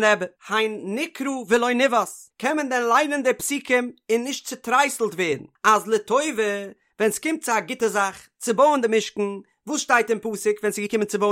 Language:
Yiddish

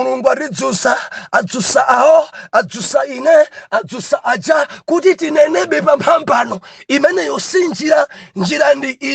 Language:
Nyanja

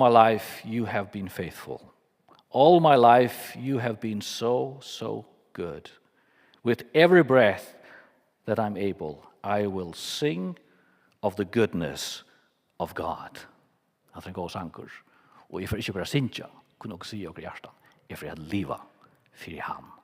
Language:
Faroese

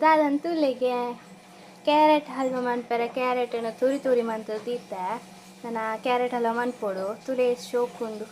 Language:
Tulu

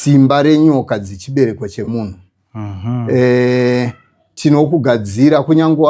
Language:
Shona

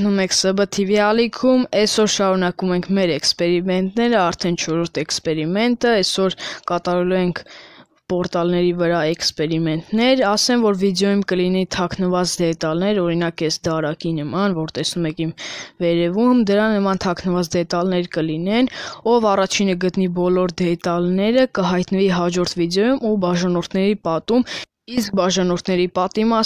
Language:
Armenian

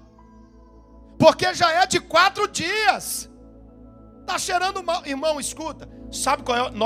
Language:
Portuguese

